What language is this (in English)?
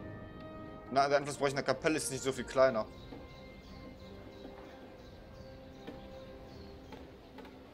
German